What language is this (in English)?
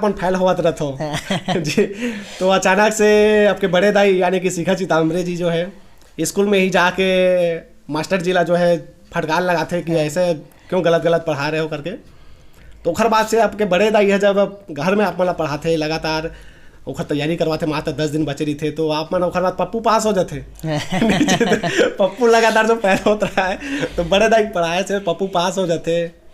Chhattisgarhi